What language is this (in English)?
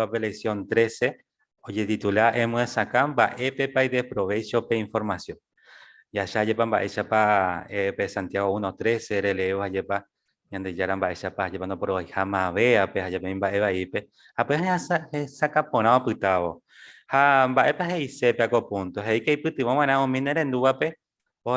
Guarani